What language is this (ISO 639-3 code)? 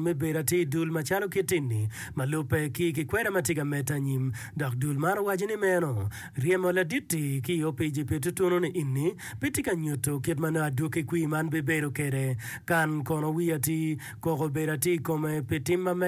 ach